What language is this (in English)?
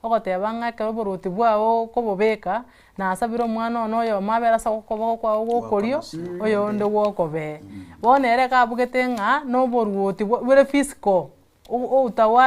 Gusii